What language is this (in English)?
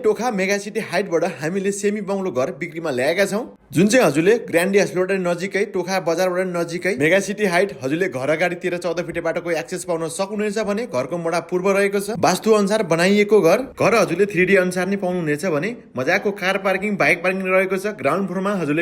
Nepali